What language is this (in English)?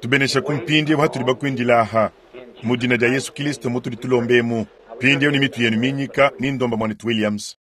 Luba-Lulua